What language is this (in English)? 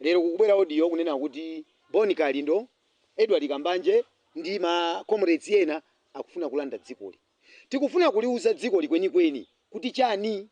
Nyanja